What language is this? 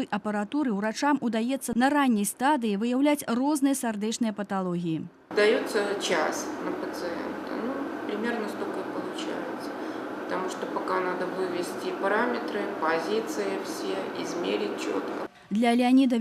Belarusian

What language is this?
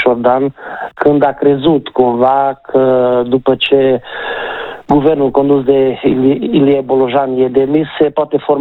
Romanian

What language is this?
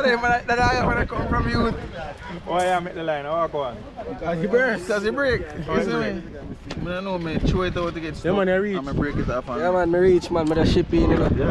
Jamaican Creole English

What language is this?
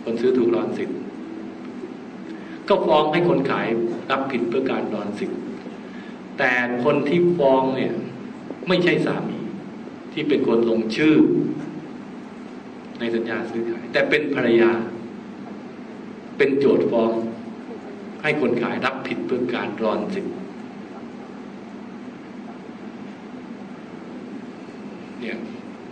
Thai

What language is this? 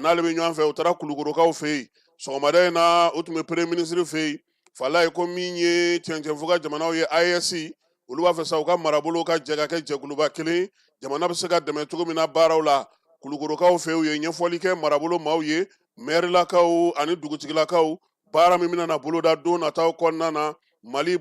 Bambara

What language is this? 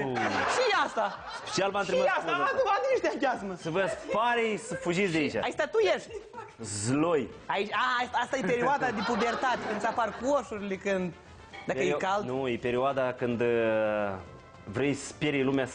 Romanian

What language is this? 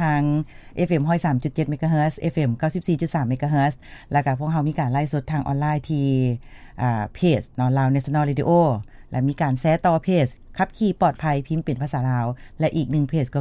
Lao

